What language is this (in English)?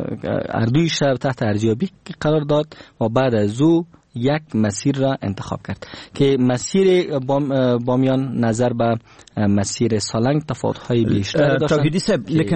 Persian